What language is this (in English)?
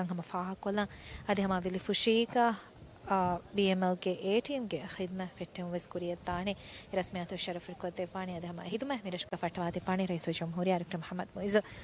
Divehi